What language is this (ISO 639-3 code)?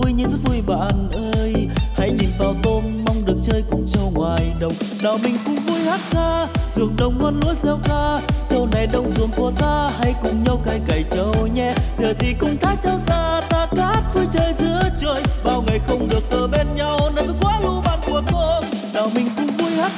vie